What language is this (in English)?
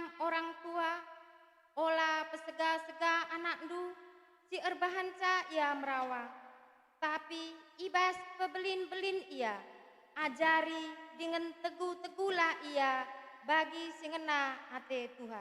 Batak Karo